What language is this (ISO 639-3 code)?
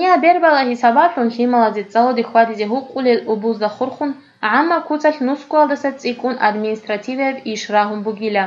ava